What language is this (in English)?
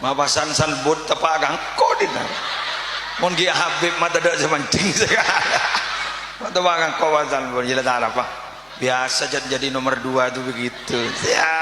Madurese